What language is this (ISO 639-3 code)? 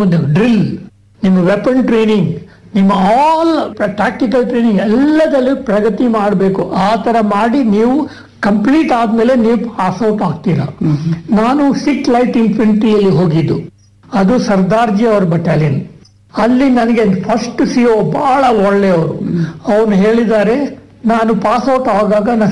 kan